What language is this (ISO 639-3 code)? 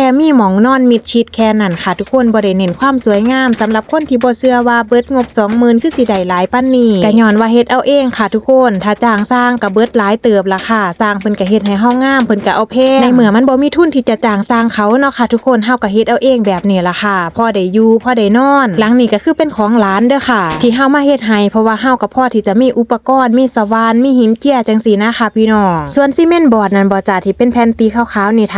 tts